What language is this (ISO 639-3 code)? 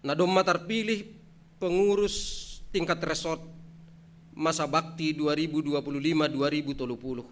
bts